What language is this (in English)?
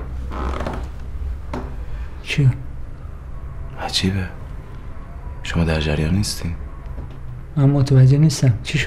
Persian